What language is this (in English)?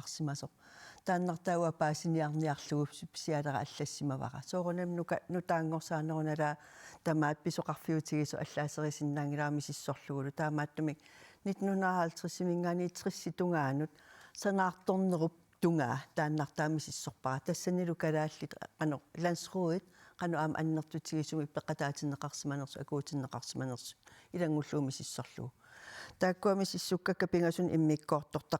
Kalaallisut